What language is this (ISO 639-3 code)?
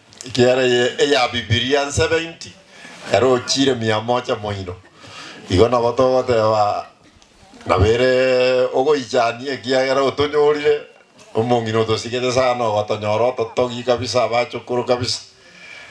guz